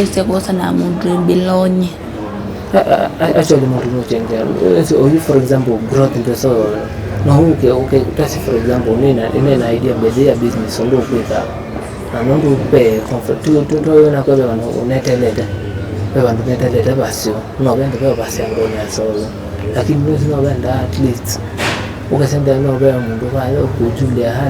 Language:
Kamba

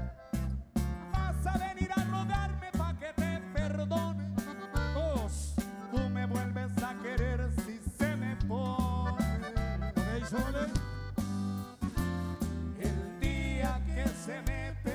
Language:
Spanish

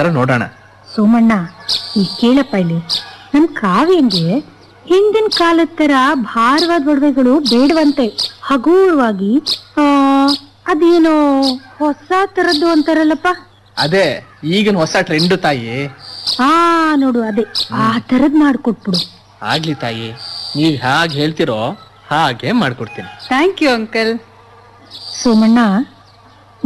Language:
Kannada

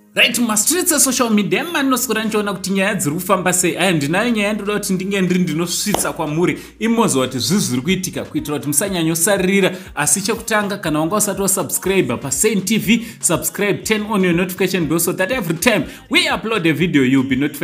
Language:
Shona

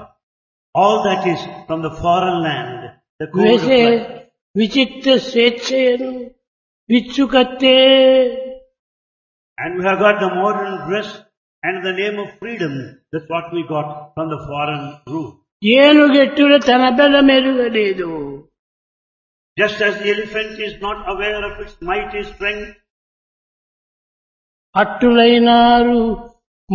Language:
Telugu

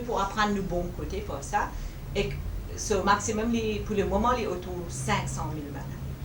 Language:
Morisyen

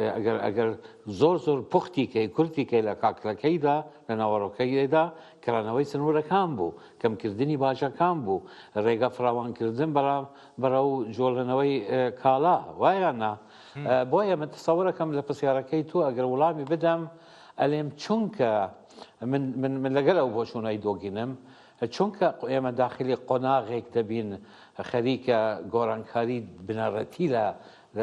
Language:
Central Kurdish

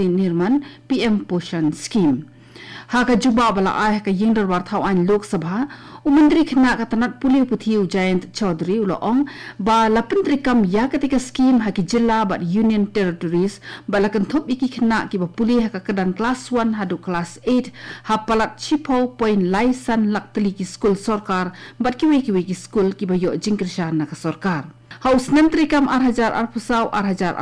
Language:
Khasi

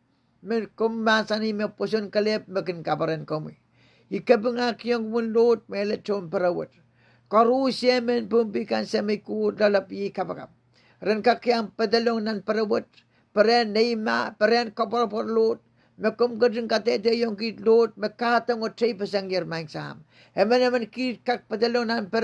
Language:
Pohnpeian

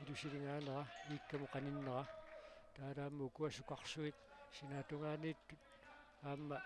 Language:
Kalaallisut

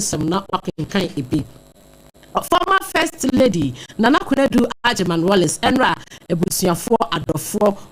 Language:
Akan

